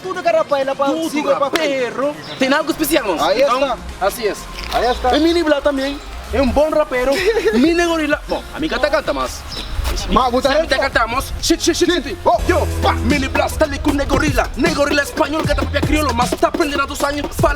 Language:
Kabuverdianu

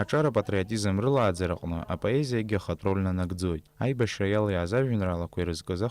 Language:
Abkhazian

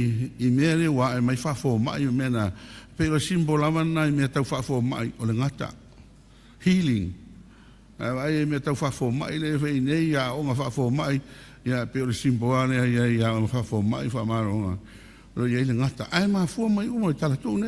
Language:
Samoan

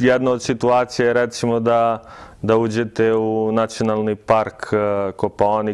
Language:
Serbian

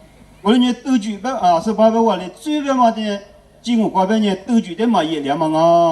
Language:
Lisu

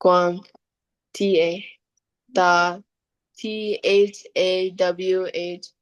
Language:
Tedim Chin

